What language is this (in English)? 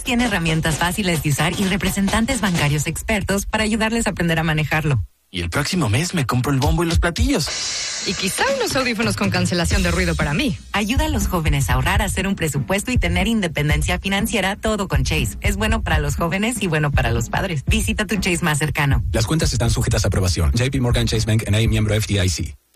Spanish